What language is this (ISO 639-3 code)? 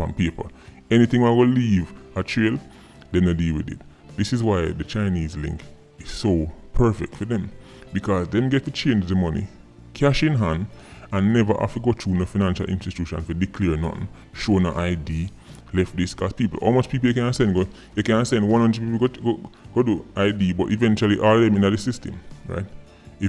jam